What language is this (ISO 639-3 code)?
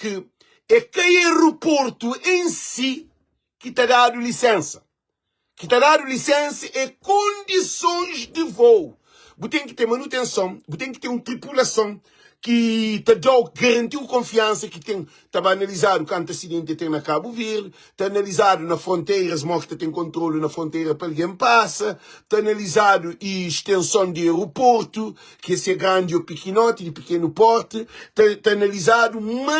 kea